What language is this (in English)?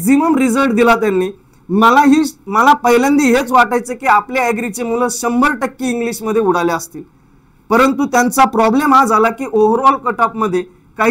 Marathi